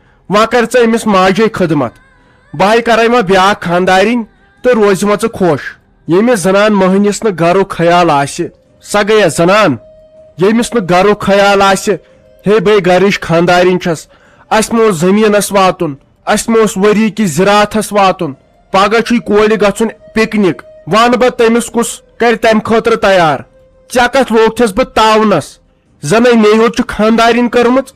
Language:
Kashmiri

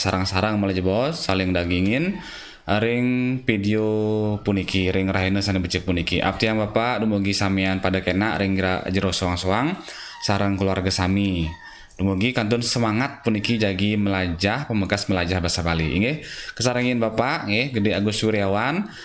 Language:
Balinese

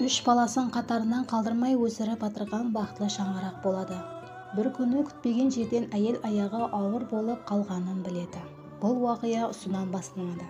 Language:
Kara-Kalpak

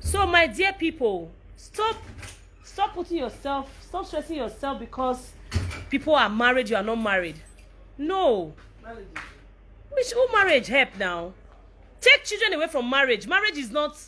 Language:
Nigerian Pidgin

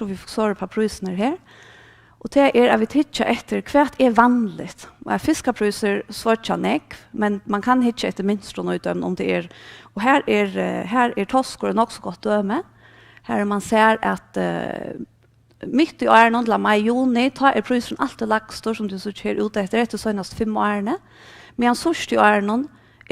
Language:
Faroese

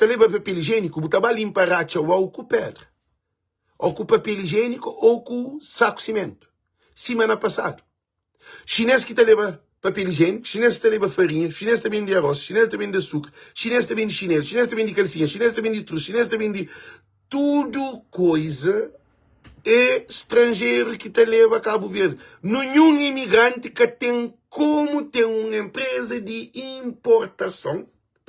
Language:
Kabuverdianu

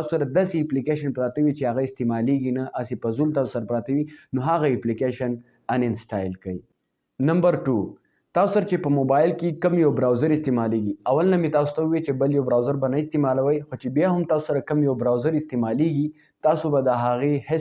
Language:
Pashto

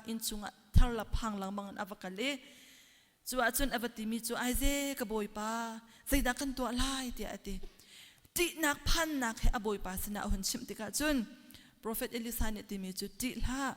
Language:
Hakha Chin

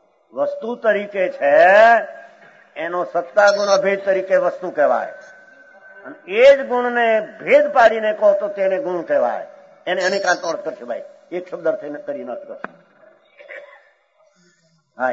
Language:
Gujarati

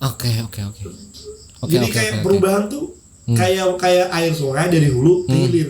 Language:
Banjar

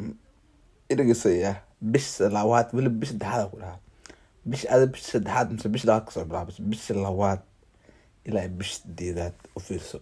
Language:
Somali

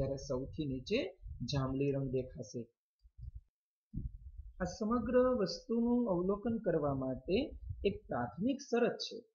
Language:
Gujarati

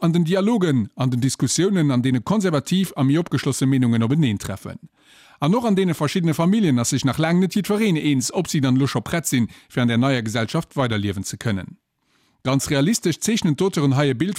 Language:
Luxembourgish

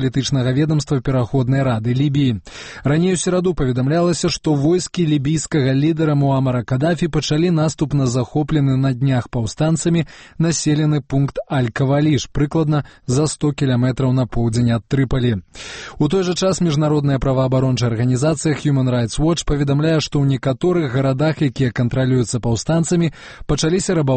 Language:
Belarusian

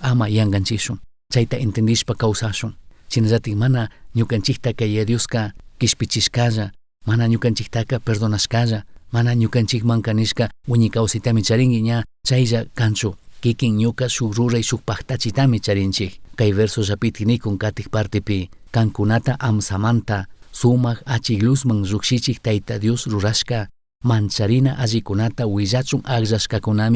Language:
Chimborazo Highland Quichua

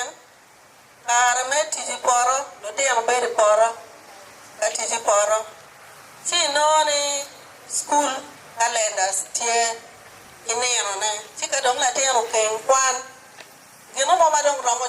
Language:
Acoli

